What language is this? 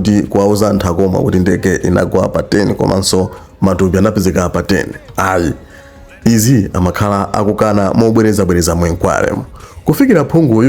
Nyanja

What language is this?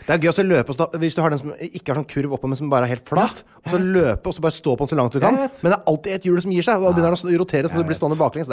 Norwegian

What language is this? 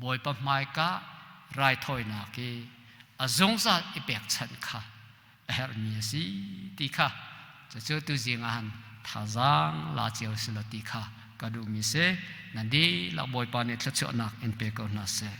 Hakha Chin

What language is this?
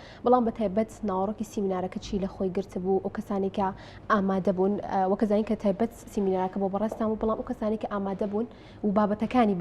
Central Kurdish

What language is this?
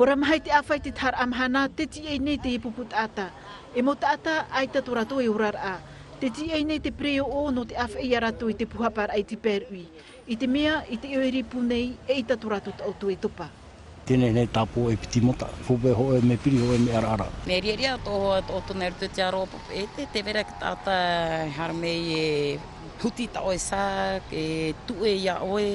Tahitian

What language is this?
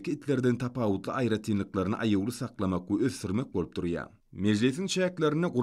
Turkmen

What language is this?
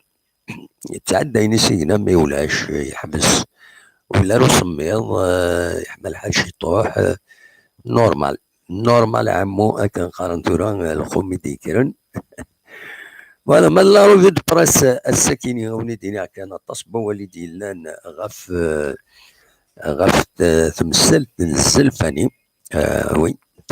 Kabyle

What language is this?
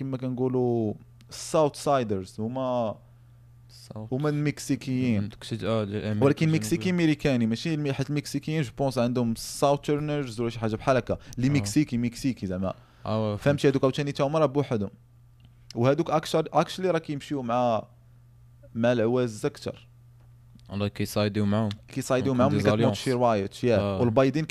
Moroccan Arabic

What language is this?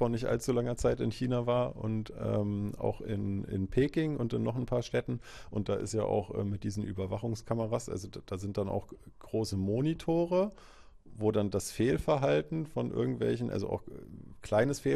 German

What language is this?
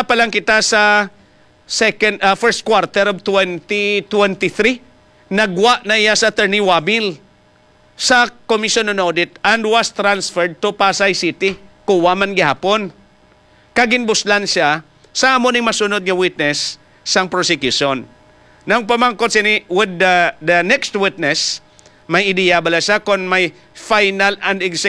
Hiligaynon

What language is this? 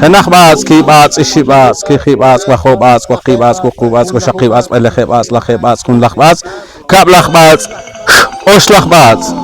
Poqomchi'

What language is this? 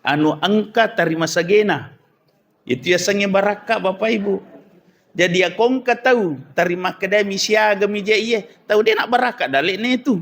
Buginese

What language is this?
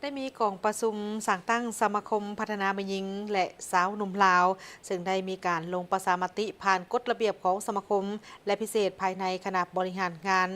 Lao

